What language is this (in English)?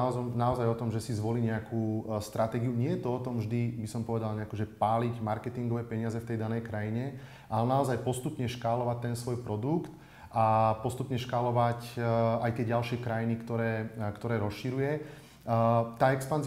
Slovak